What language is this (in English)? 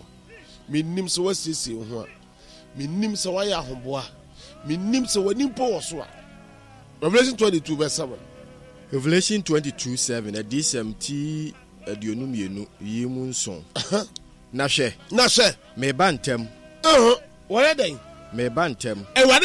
Akan